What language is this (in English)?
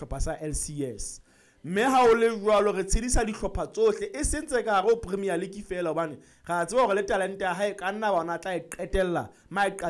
Southern Sotho